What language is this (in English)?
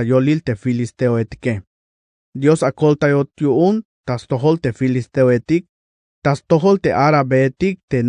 Tzeltal